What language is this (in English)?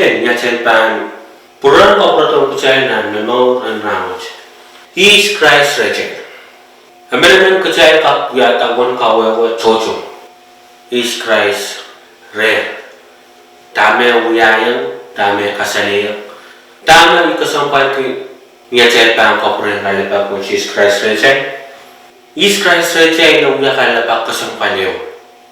Pohnpeian